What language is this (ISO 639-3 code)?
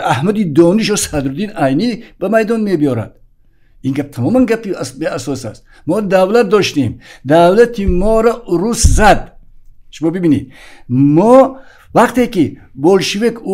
tgk